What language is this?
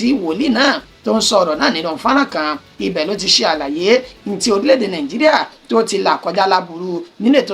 Yoruba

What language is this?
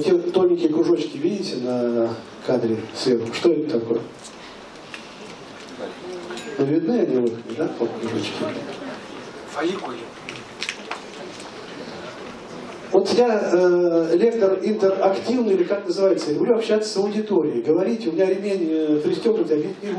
Russian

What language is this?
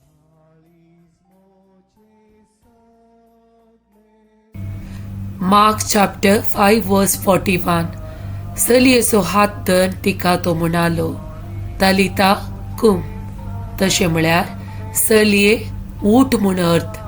Konkani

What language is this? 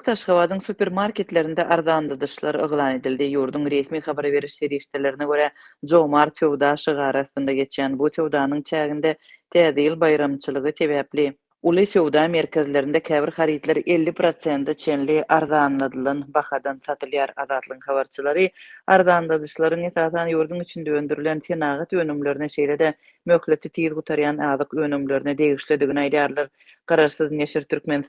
Turkmen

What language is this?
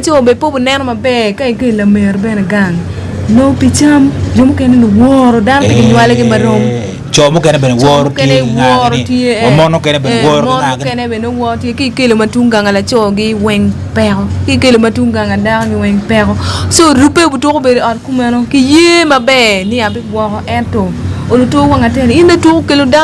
Acoli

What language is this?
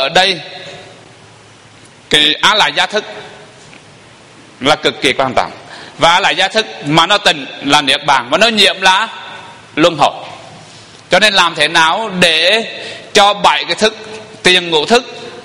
Vietnamese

